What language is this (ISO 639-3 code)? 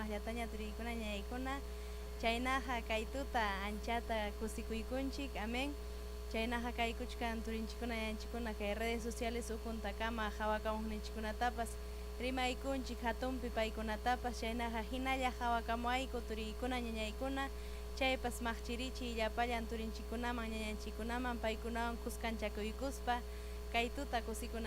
quy